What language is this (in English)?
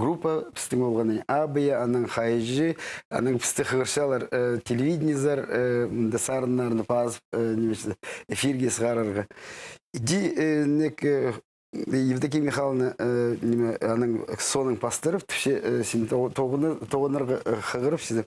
Khakas